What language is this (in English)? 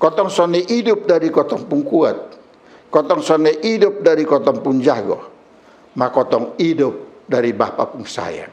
Kupang Malay